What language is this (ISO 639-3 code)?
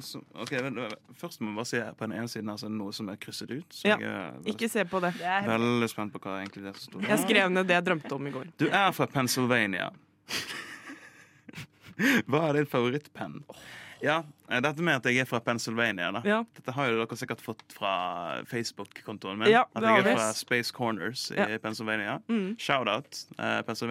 nor